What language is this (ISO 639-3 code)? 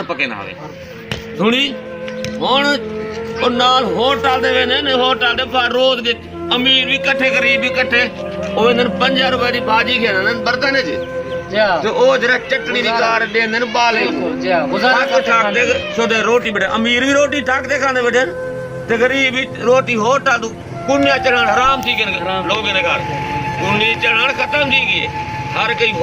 skr